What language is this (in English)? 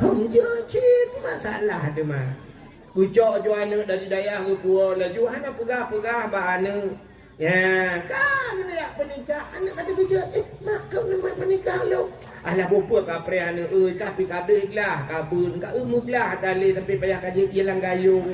Achinese